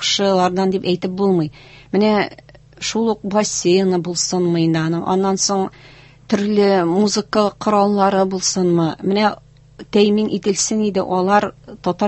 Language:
Tatar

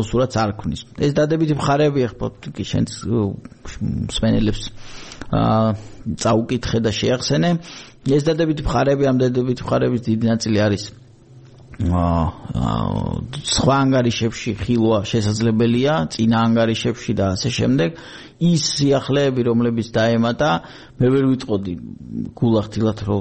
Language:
Georgian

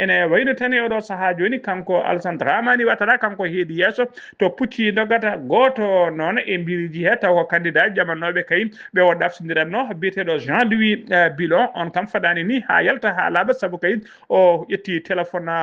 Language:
Fula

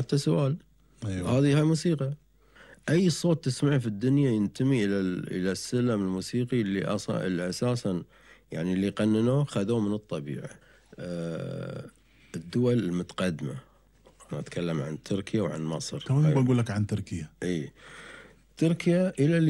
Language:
Gulf Arabic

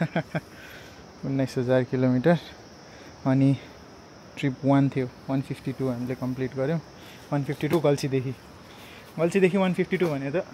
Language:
Nepali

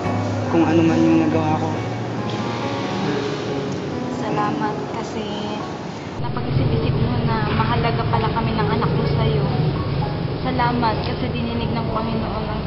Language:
Filipino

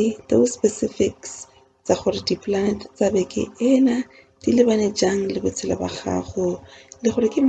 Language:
Tswana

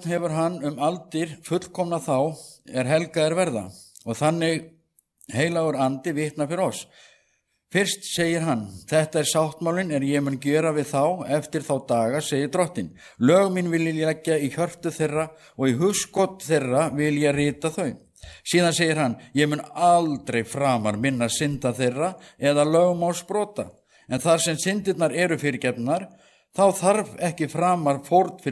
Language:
Icelandic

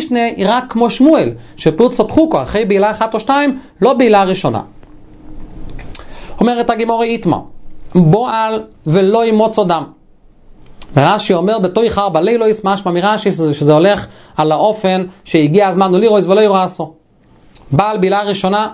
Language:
Hebrew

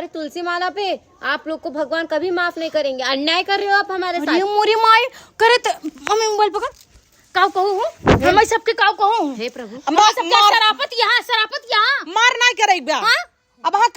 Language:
Awadhi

